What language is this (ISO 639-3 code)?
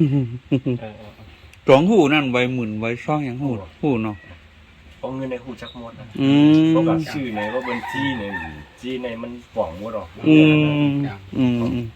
shn